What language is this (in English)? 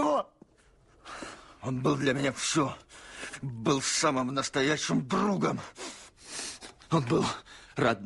Russian